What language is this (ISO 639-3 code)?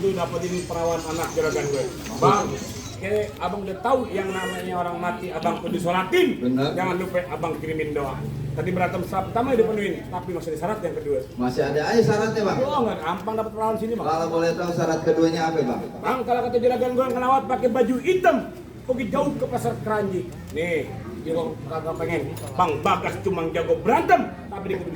bew